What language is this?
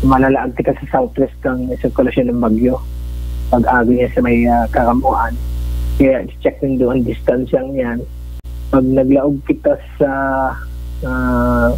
Bikol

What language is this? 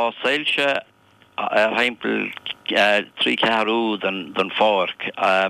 Irish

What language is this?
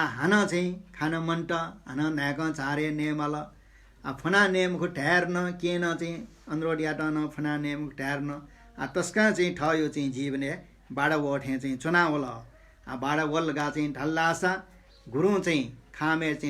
Newari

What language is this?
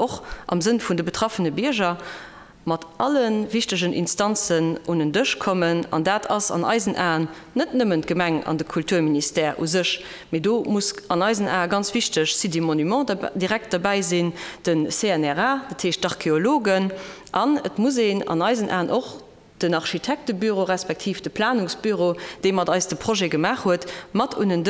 Luxembourgish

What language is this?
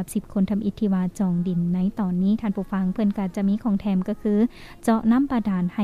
Lao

